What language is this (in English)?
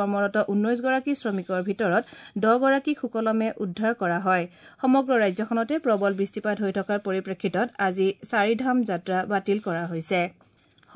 Assamese